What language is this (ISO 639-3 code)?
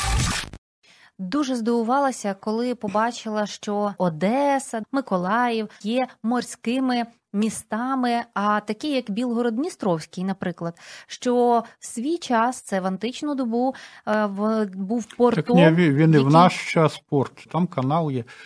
ukr